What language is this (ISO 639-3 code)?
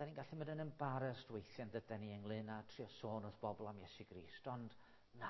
cym